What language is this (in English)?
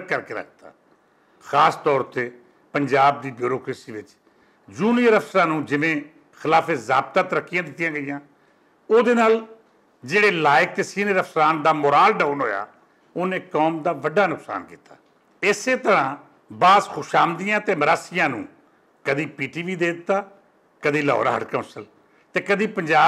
Western Panjabi